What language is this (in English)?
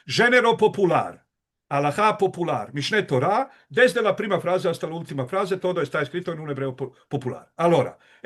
Ladino